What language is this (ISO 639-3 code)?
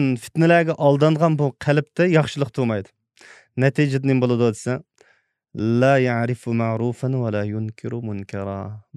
uig